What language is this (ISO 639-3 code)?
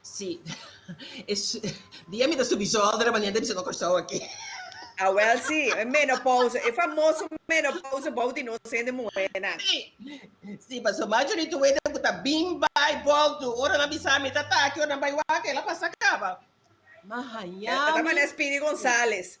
pap